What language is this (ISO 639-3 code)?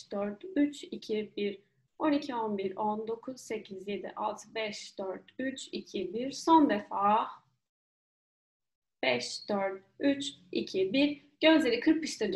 tur